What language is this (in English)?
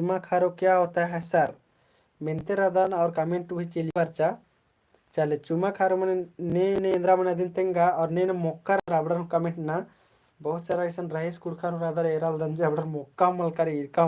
Kurukh